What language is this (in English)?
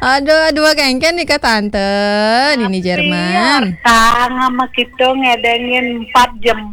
Balinese